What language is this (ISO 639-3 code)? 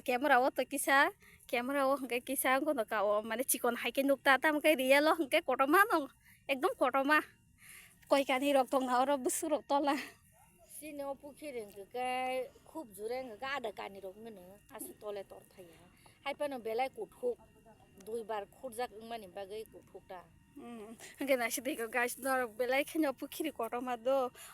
trp